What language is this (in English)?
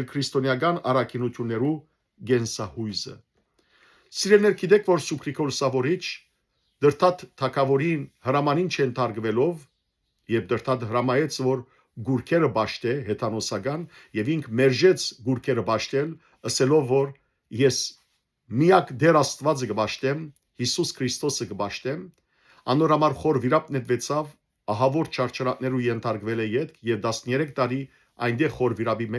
Western Armenian